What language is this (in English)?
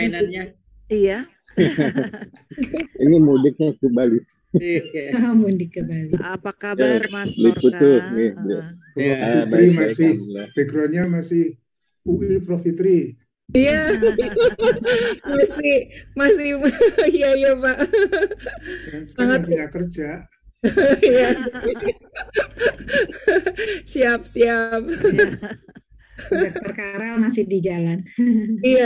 Indonesian